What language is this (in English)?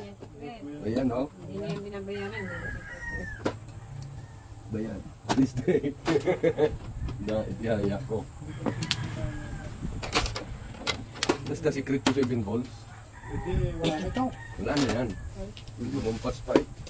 Filipino